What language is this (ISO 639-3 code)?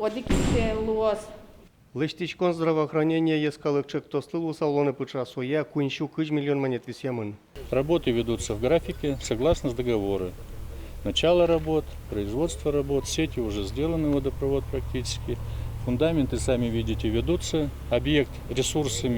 udm